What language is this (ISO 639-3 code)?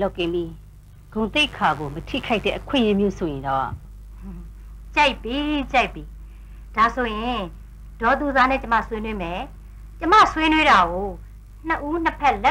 mya